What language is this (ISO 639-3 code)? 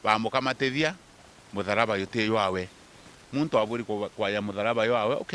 mer